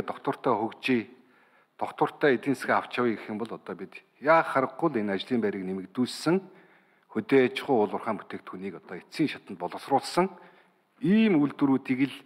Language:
Mongolian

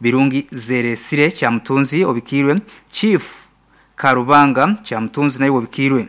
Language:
Nyankole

